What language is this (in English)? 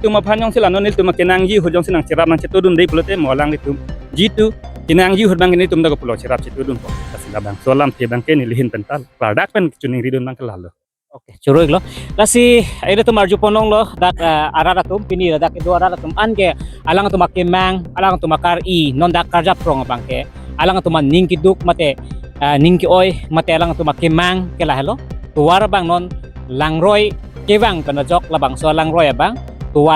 Karbi